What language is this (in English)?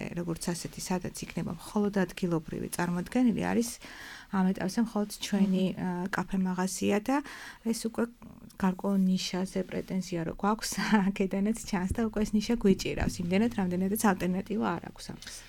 Georgian